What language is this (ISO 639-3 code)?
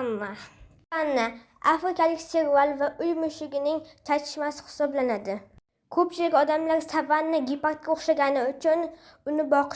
uzb